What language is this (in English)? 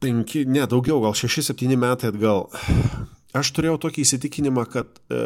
Lithuanian